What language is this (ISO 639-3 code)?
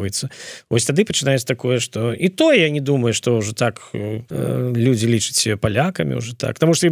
bel